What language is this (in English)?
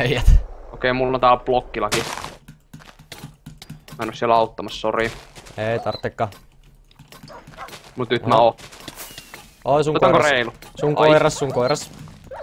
Finnish